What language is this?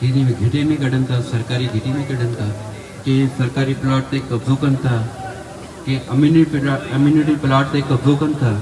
Sindhi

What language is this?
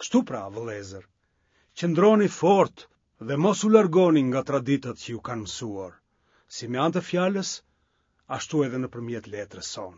Albanian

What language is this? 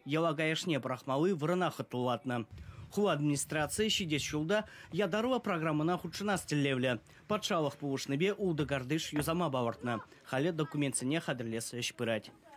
Chuvash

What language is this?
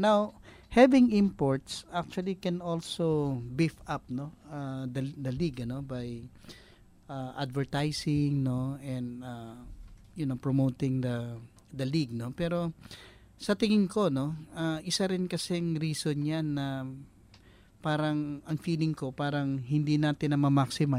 Filipino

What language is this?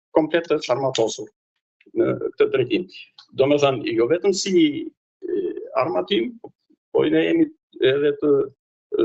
Albanian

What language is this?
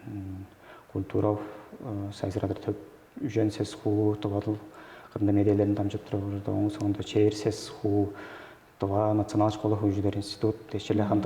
Tuvinian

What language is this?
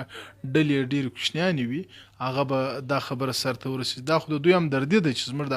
Pashto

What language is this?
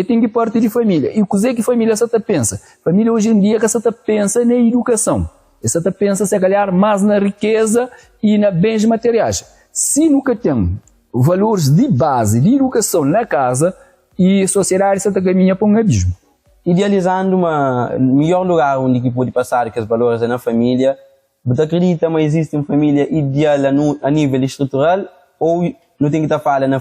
Kabuverdianu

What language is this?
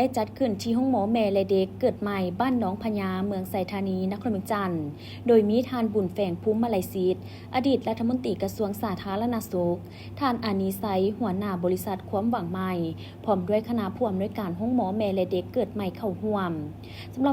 Lao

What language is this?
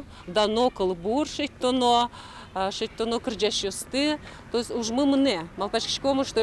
Udmurt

